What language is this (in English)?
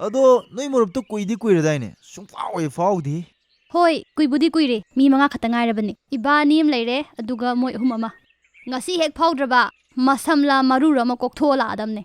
Manipuri